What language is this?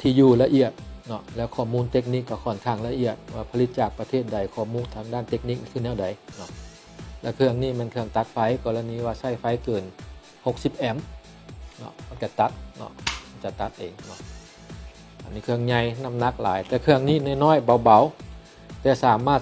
Lao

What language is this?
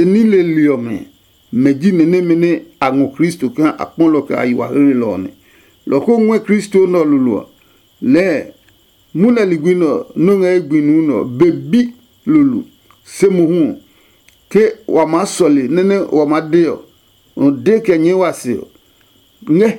Adangme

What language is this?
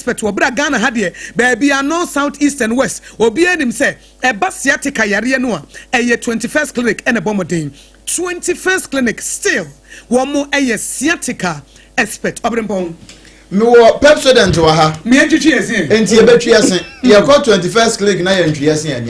Akan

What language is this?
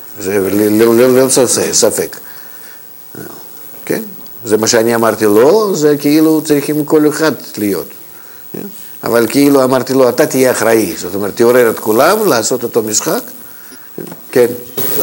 Hebrew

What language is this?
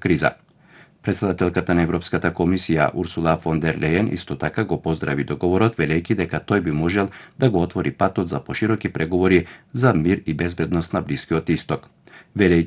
Macedonian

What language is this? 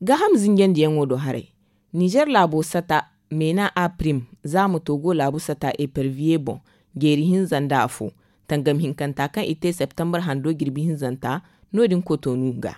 Zarma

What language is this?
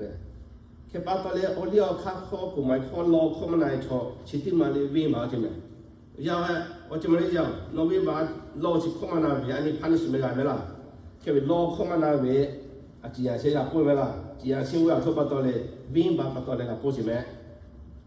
Lahu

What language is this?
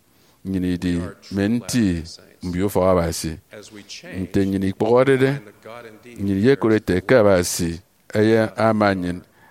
Efik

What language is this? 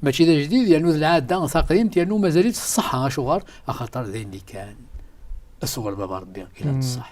Kabyle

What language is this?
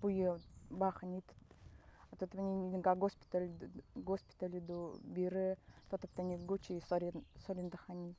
Nanai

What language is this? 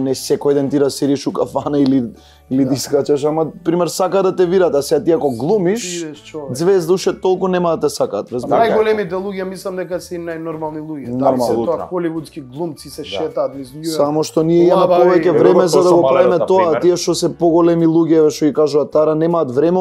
Macedonian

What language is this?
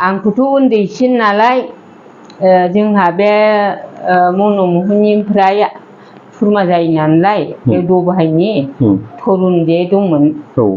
Bodo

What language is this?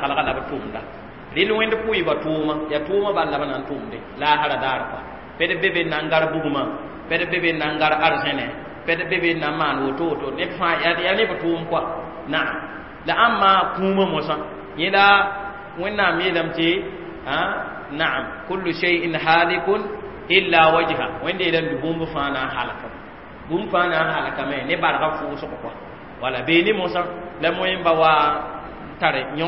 Mossi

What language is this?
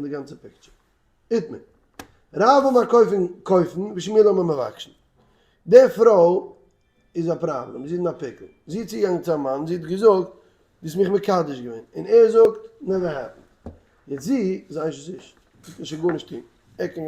Yiddish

